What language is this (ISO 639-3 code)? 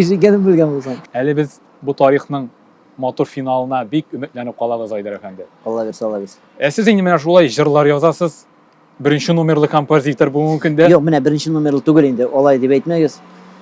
tat